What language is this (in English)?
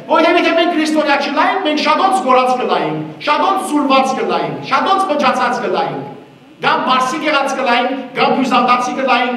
Western Armenian